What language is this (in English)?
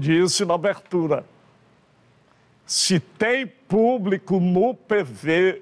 Portuguese